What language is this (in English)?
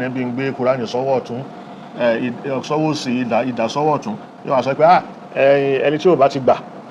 Yoruba